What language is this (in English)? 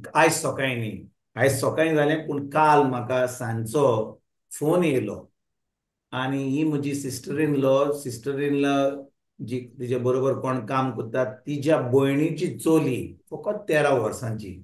Konkani